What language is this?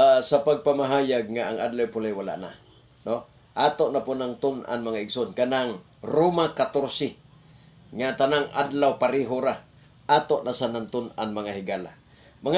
Cebuano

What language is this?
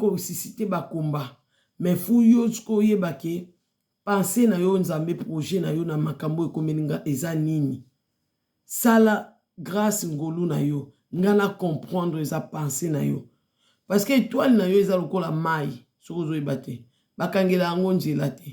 Lingala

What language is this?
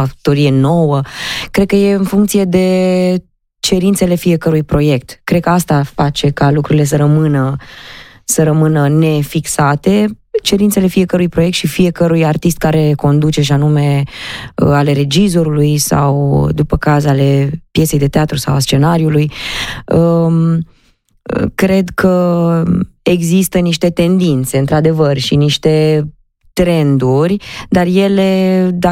Romanian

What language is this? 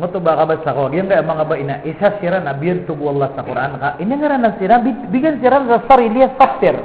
Maranao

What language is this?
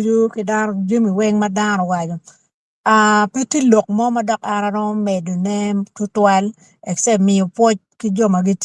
Acoli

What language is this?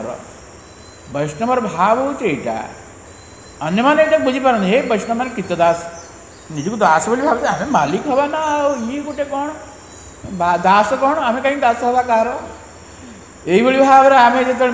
Odia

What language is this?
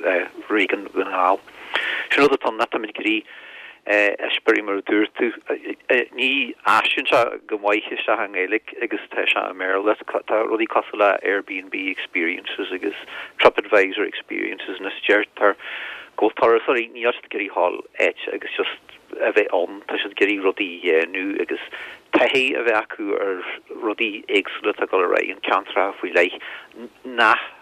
Irish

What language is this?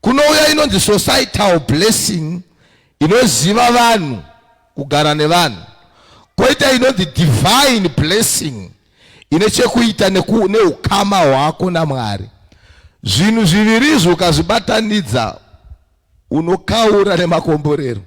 Shona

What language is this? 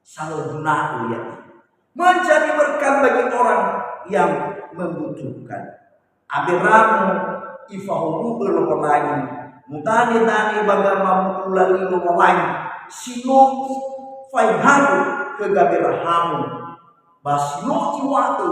Nias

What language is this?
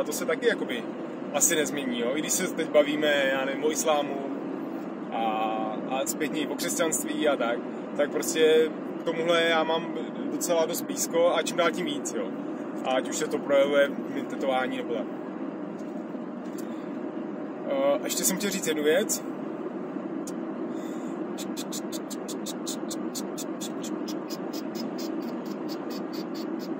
Czech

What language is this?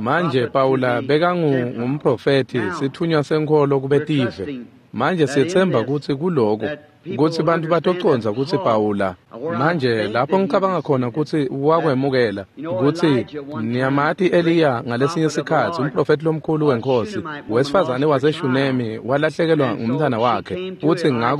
Swati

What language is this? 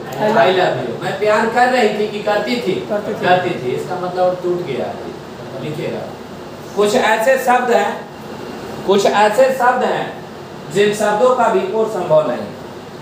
Hindi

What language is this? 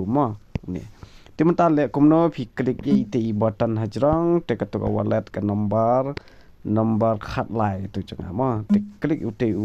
Khasi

